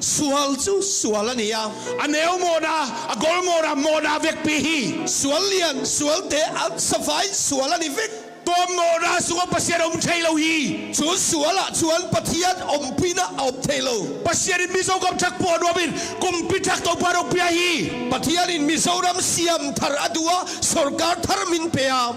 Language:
Tedim Chin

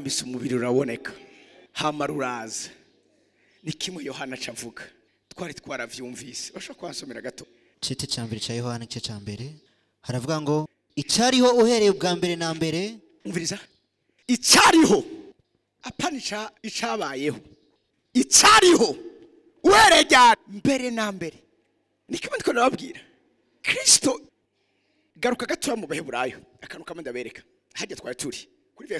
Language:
Rundi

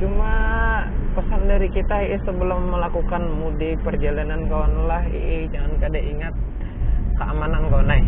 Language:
Banjar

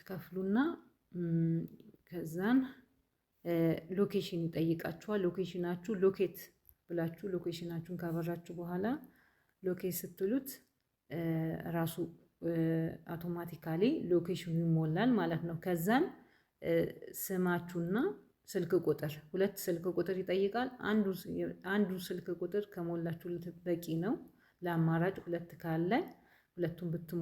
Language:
Amharic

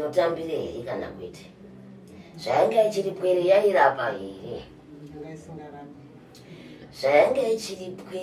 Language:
Shona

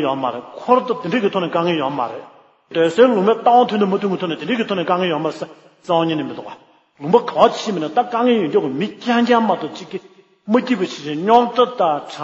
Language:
Tibetan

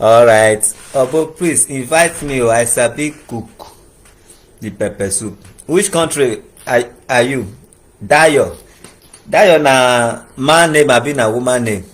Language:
Nigerian Pidgin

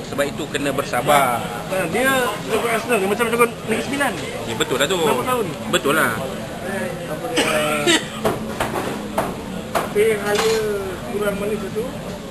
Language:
Malay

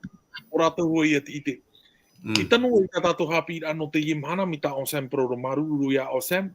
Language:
Tahitian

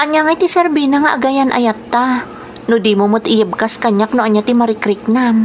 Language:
Iloko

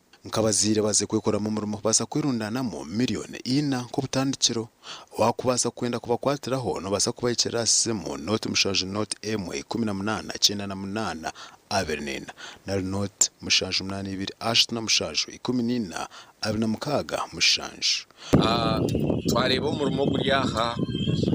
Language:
Nyankole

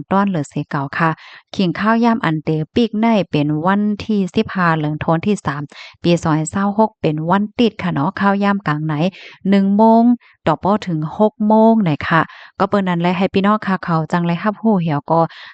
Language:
Shan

